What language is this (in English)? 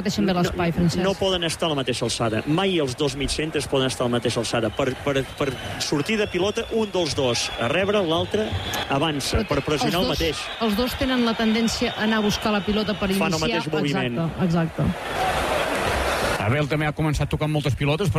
Catalan